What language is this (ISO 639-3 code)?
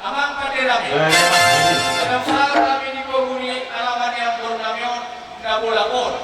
bbc